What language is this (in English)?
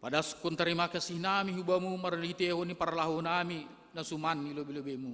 Batak Simalungun